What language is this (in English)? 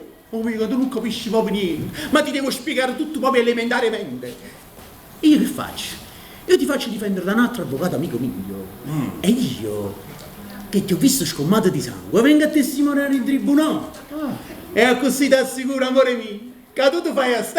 Neapolitan